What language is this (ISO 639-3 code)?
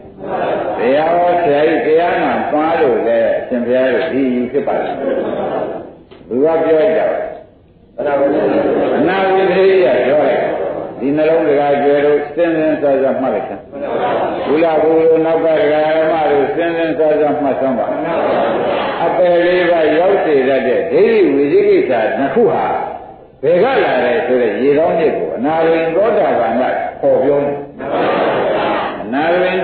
mya